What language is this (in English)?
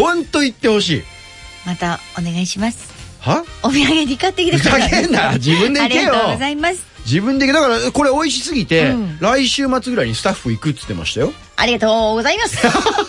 Japanese